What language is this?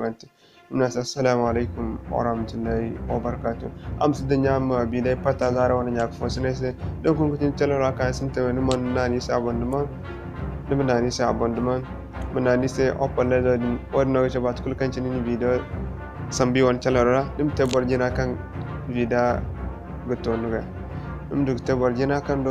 Zarma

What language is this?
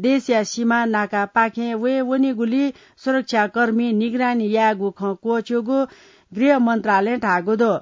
Newari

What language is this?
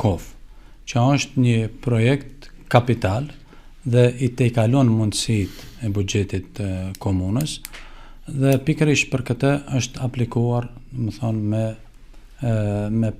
Albanian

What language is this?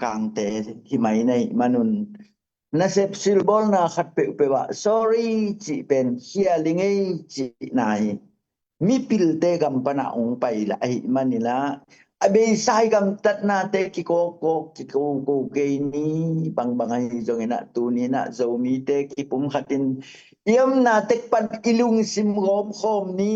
Tedim Chin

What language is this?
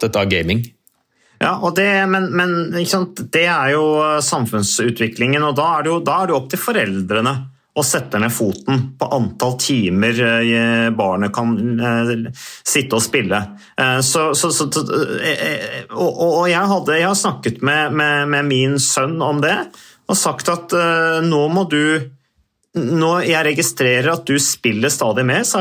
Norwegian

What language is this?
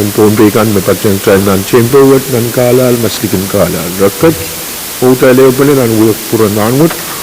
Pohnpeian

